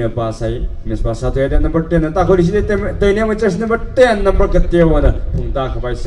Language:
Tangkhul Naga (India)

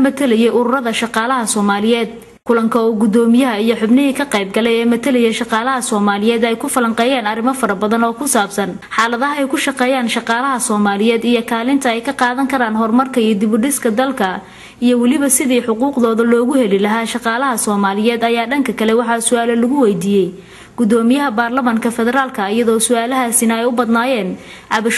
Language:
Somali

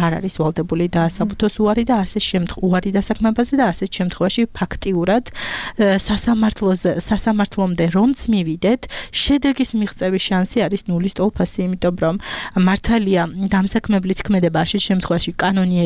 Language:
Georgian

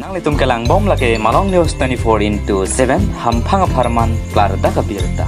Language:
Karbi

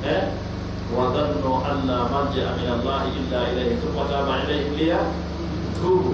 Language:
Pular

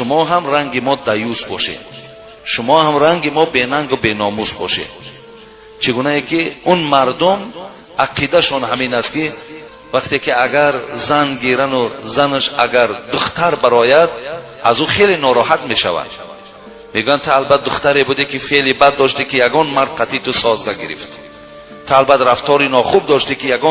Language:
Tajik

